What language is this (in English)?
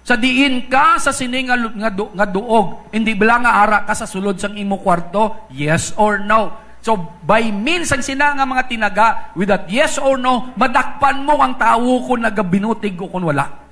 Hiligaynon